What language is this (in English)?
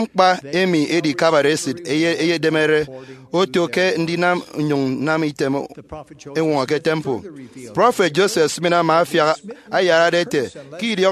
Efik